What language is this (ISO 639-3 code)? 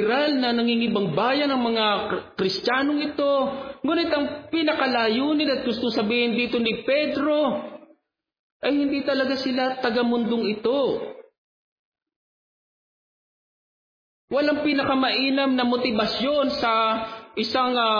fil